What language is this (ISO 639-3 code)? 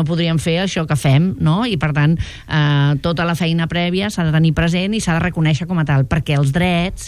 cat